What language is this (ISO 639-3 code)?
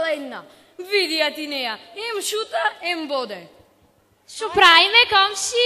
mkd